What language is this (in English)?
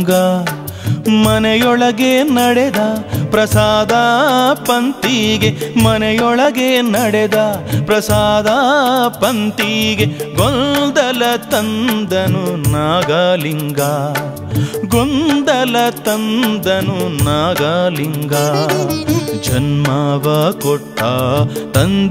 Kannada